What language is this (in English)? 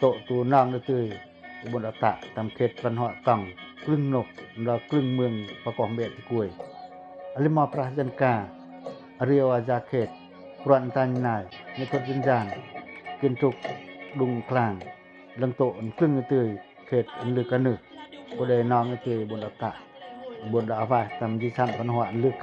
Pacoh